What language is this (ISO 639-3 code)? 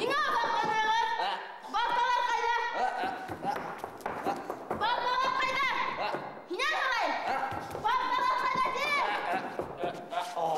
bak